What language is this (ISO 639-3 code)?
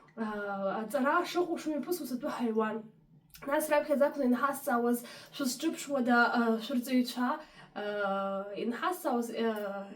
abk